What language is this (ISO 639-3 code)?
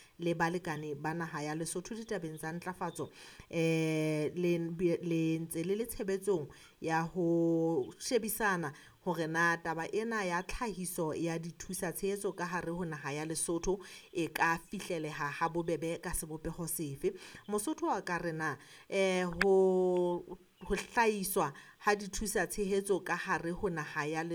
sot